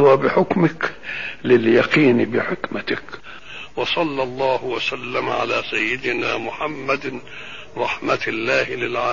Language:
Arabic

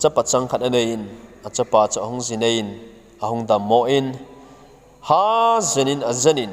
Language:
Thado Chin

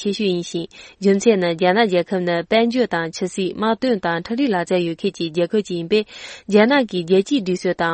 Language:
Tibetan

